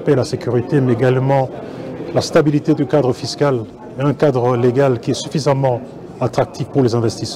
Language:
French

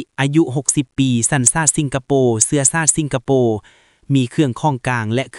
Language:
Lao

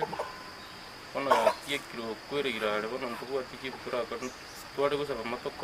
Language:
Gusii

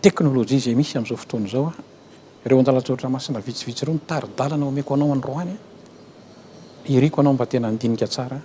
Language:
Malagasy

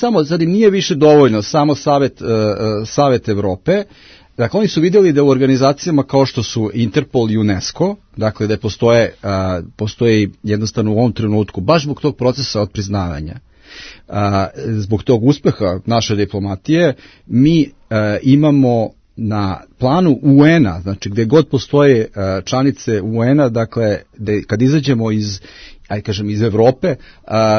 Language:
Serbian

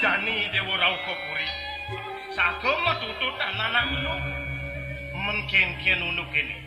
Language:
Balinese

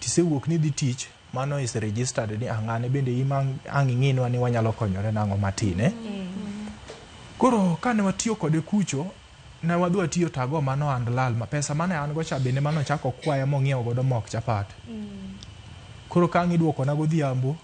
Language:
Luo (Kenya and Tanzania)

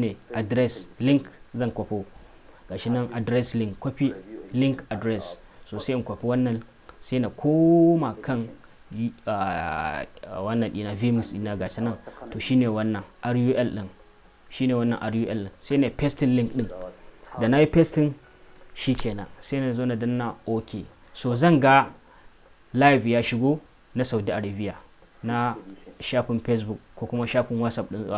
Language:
Hausa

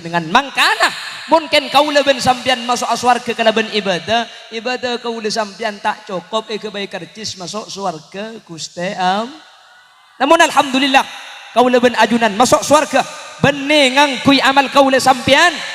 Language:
Madurese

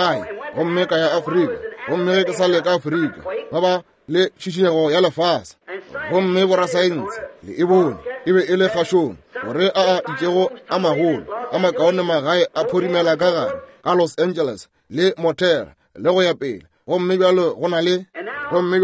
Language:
Northern Sotho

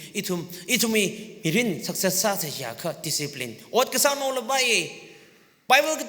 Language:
Tangkhul Naga (India)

